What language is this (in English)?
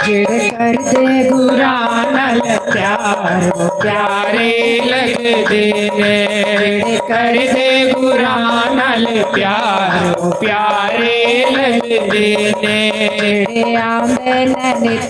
Dogri